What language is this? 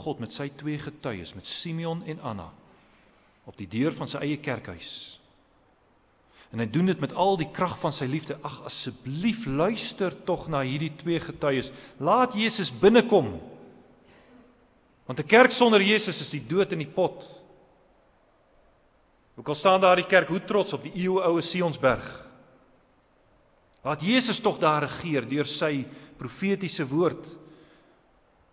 Afrikaans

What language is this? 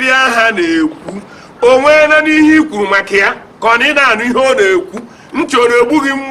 Igbo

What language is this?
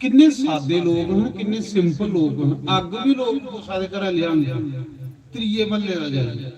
Dogri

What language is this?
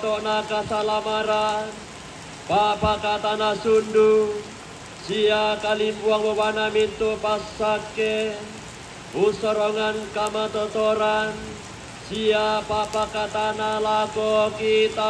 Toraja-Sa'dan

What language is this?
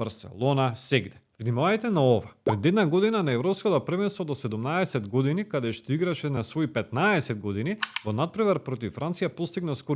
Macedonian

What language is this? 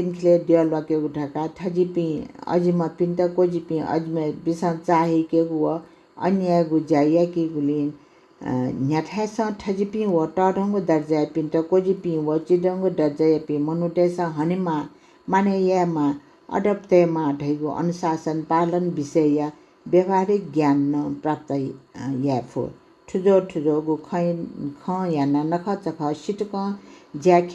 Newari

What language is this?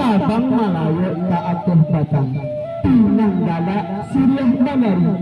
Minangkabau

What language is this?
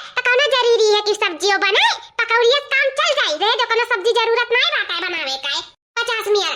Awadhi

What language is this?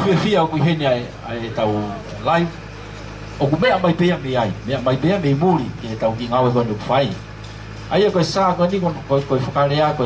Tongan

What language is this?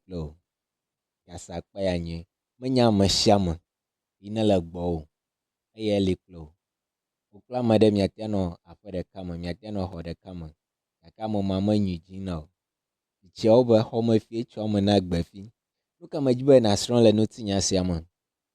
Ewe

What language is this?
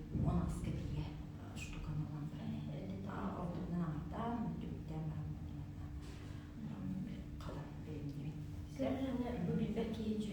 Yakut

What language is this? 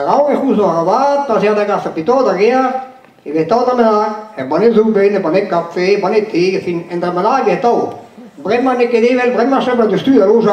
Breton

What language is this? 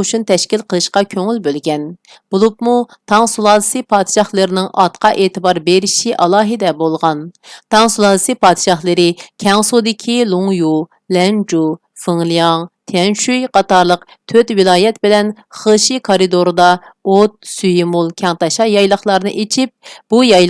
Uyghur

